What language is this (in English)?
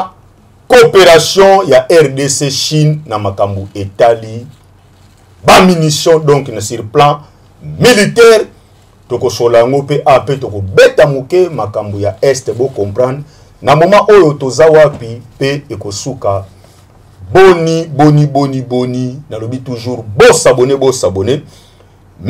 Lingala